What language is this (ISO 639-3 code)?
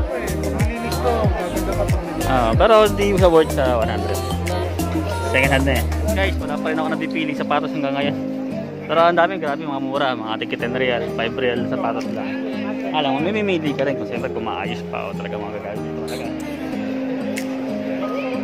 fil